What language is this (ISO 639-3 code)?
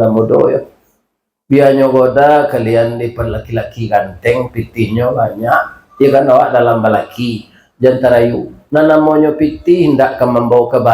min